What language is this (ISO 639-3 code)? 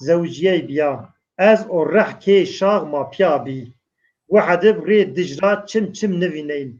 zza